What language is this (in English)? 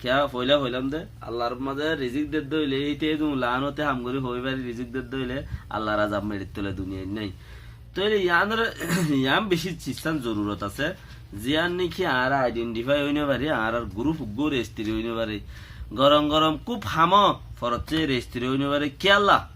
Rohingya